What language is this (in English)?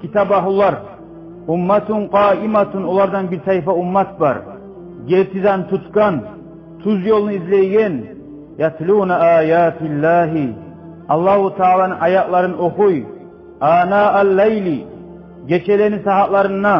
Kumyk